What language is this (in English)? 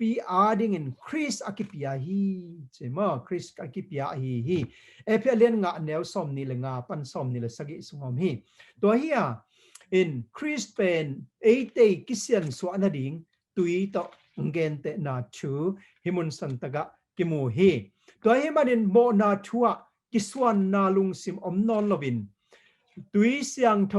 Tedim Chin